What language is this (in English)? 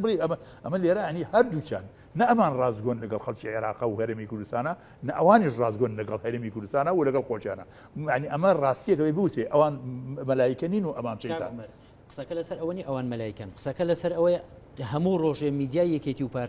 Central Kurdish